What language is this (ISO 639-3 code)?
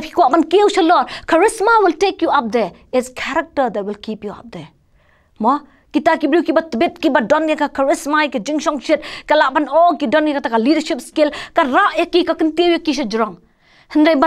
kha